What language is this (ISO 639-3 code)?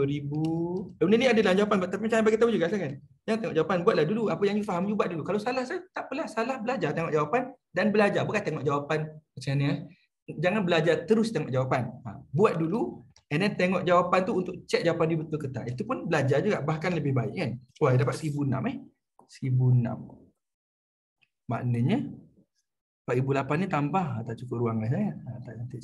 msa